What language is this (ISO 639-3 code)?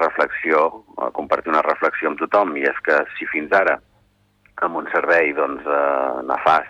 cat